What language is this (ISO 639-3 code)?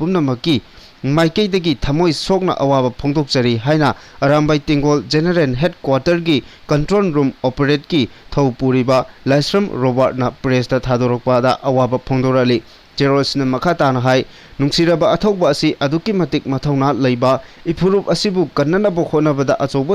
mni